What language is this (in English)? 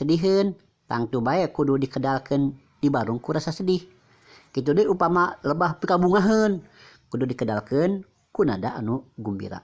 Sundanese